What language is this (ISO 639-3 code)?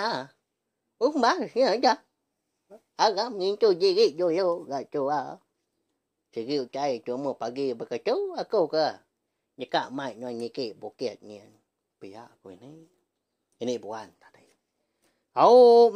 iba